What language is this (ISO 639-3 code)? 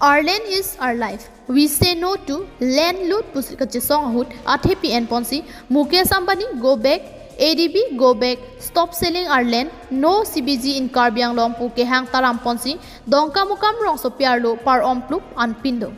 mjw